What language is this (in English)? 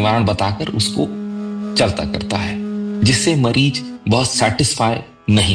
Hindi